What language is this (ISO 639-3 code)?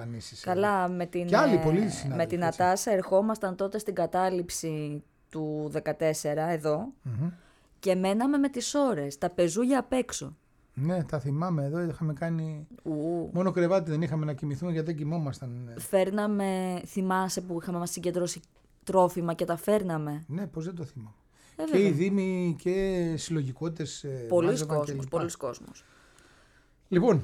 ell